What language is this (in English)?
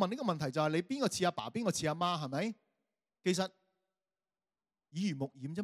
Cantonese